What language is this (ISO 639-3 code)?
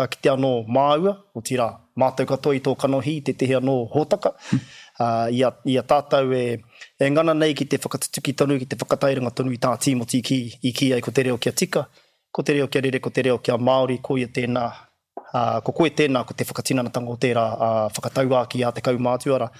mri